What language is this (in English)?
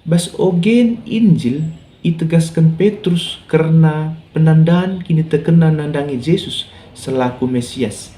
Batak Karo